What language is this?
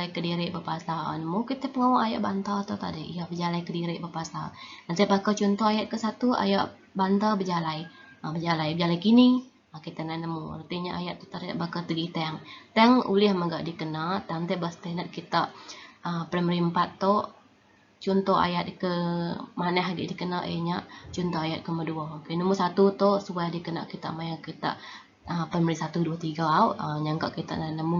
Iban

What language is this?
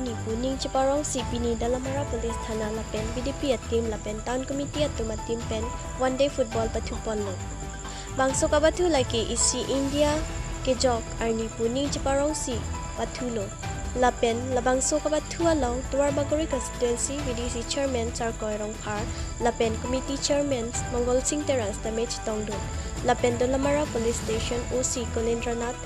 Karbi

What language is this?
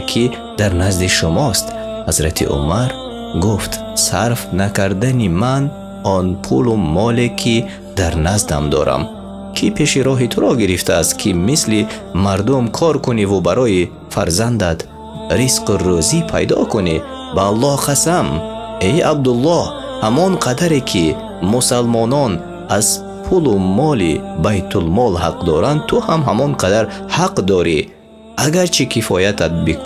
Tajik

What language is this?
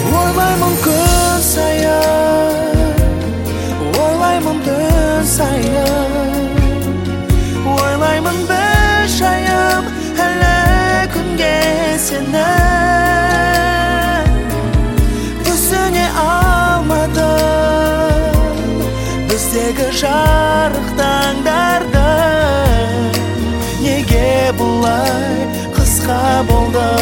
Kazakh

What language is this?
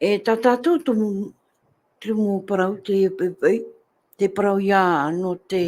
Tahitian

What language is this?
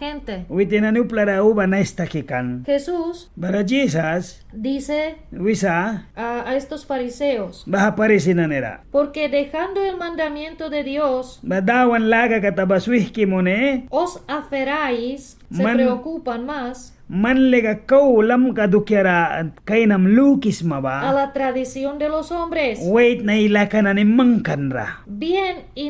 Mískito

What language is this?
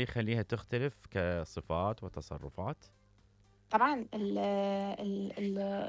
Mesopotamian Arabic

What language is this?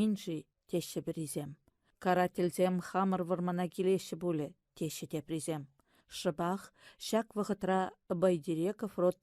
Chuvash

